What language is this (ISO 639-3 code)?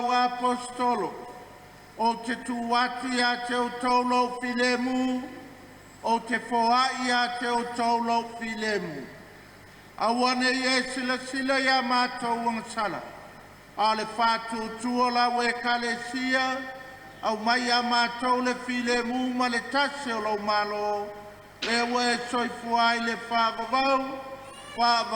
smo